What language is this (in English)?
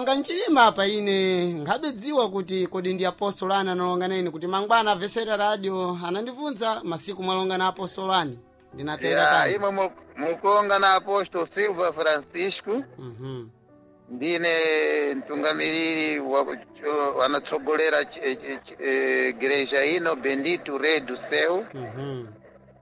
Sena